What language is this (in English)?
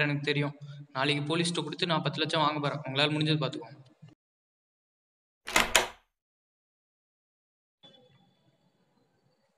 Tamil